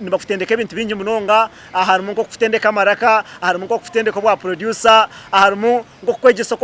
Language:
Nyankole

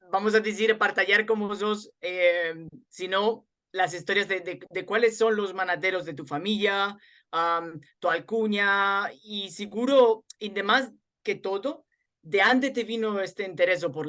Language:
Ladino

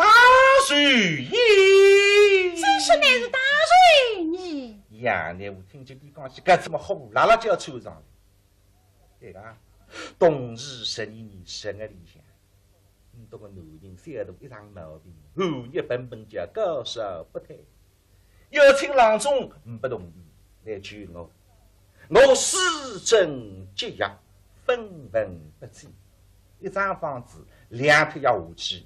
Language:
Wu Chinese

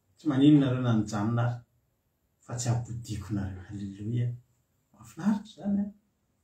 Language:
Malagasy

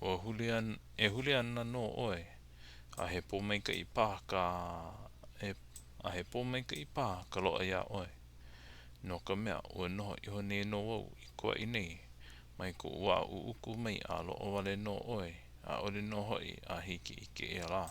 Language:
Hawaiian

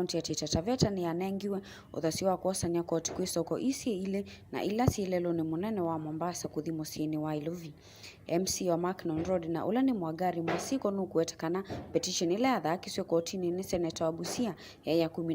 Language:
Kamba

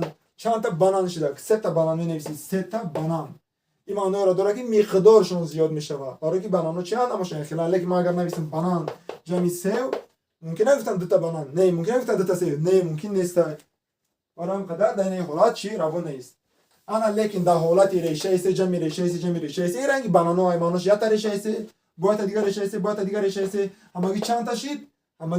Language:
Tajik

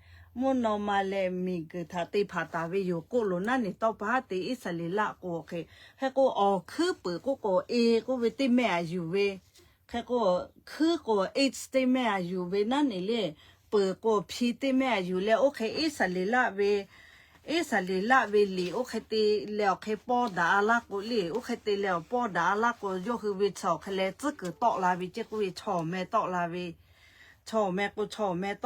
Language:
Lahu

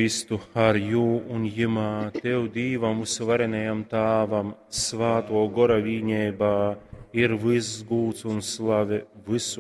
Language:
Latgalian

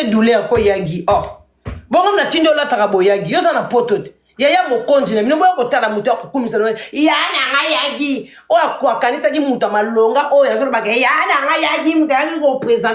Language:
Lingala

